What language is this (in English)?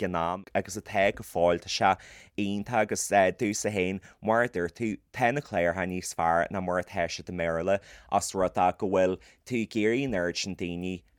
Irish